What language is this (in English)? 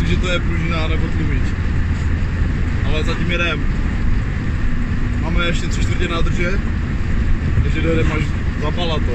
Czech